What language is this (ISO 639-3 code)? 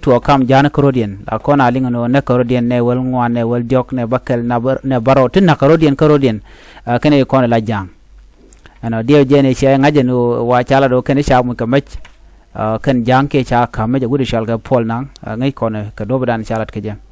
nus